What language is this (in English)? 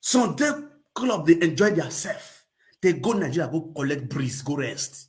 Nigerian Pidgin